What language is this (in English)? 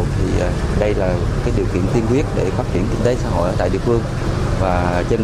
Vietnamese